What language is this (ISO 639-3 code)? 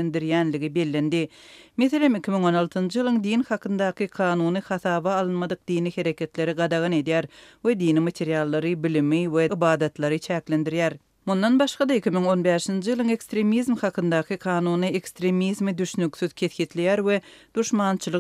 tuk